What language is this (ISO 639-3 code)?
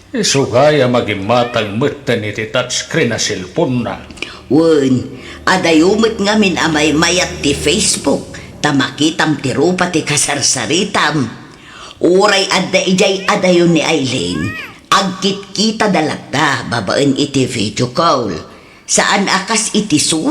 ilo